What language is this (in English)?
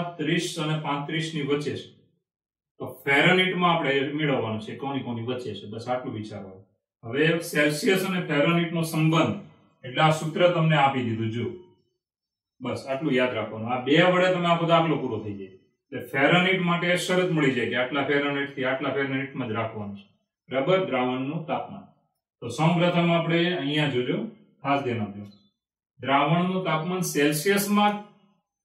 Gujarati